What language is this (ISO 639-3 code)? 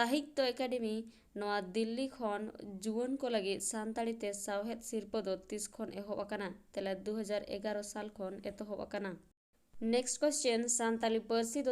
sat